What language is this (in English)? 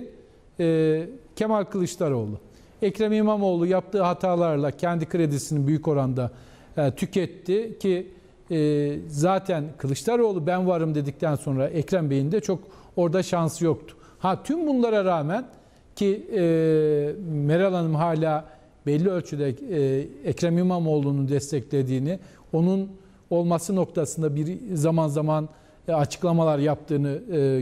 Turkish